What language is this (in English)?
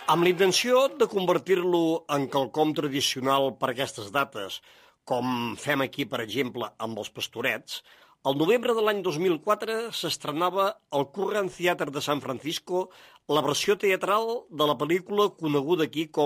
Catalan